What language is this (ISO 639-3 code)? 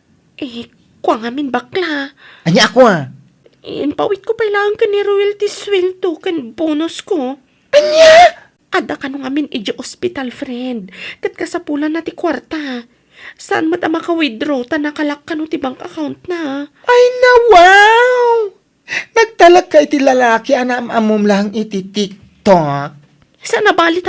ilo